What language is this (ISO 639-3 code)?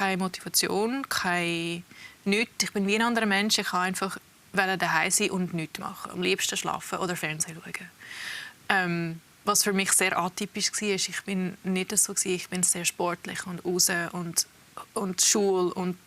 gsw